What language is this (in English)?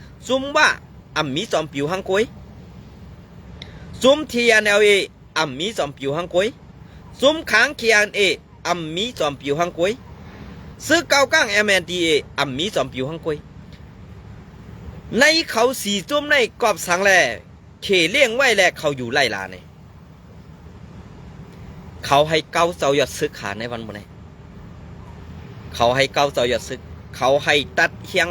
Shan